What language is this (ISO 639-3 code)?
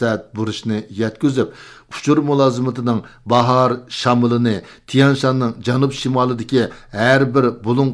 uig